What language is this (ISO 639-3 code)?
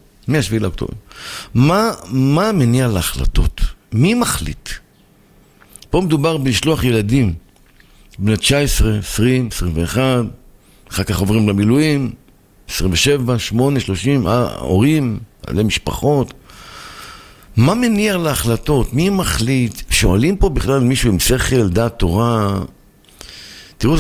heb